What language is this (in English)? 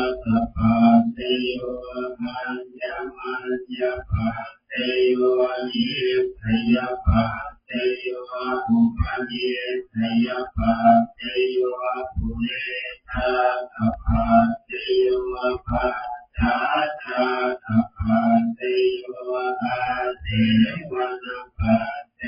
Pali